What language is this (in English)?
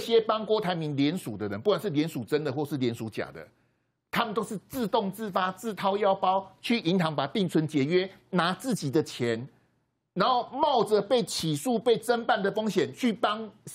Chinese